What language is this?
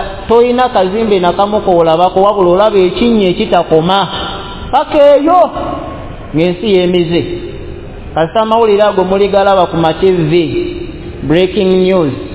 Ganda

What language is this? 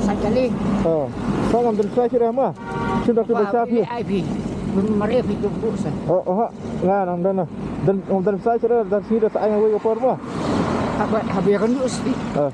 Khasi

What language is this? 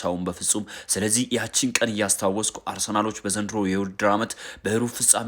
Amharic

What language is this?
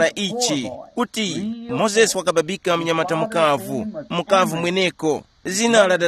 Tumbuka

